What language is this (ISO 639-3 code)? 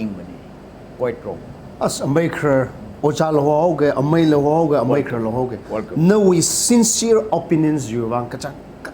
nmf